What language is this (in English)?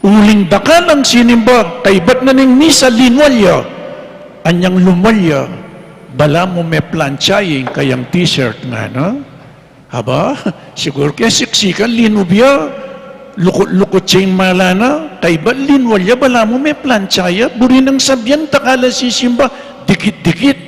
Pampanga